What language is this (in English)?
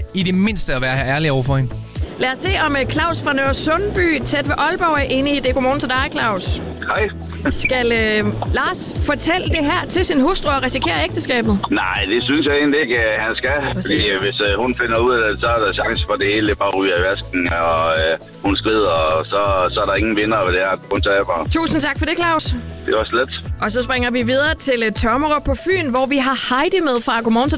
Danish